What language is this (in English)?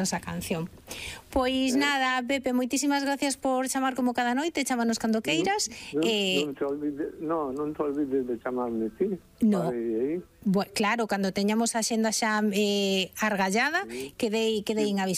Galician